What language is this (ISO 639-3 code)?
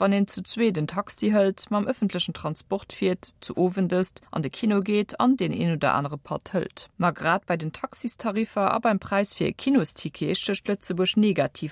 ltz